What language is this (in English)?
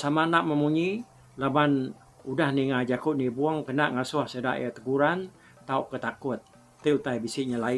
Iban